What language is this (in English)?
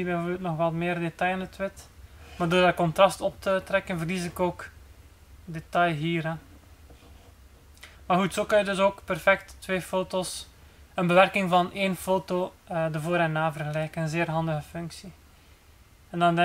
Dutch